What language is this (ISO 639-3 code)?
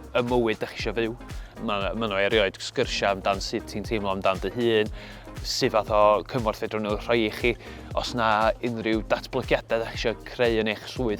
cym